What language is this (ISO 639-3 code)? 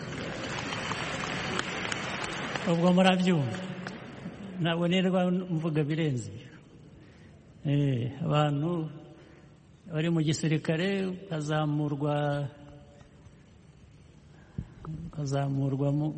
kin